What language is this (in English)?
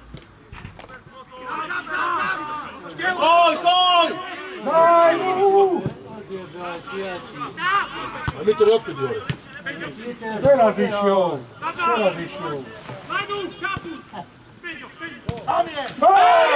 Slovak